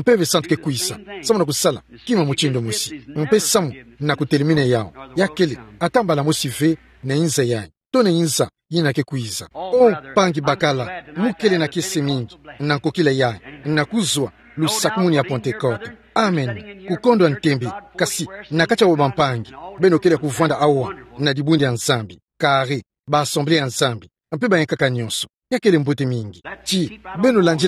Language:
Kituba (Democratic Republic of Congo)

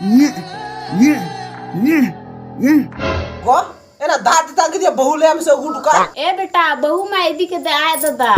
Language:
Santali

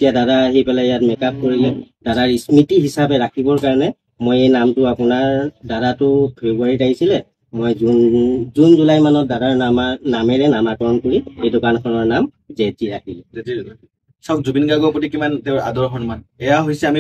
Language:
Assamese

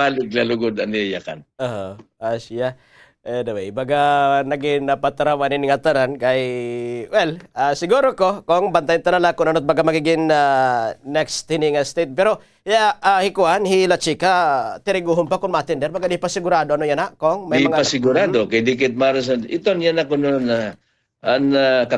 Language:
Waray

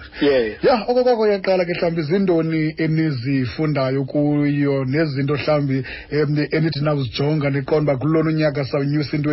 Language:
Xhosa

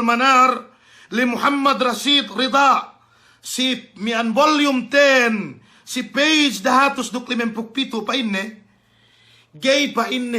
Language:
Yakan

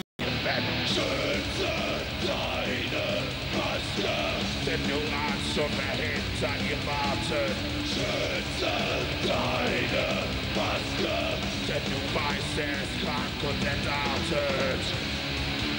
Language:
German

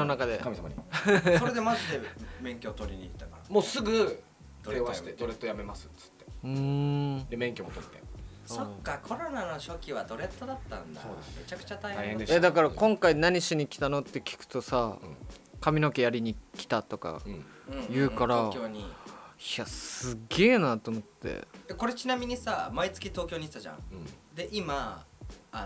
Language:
Japanese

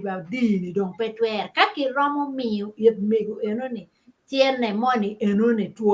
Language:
Acoli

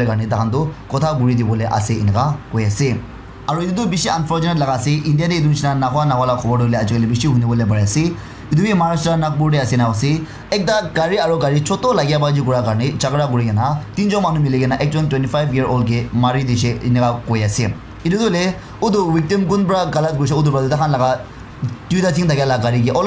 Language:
Naga Pidgin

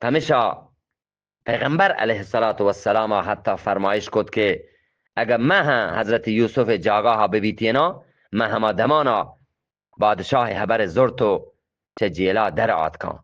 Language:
Eastern Balochi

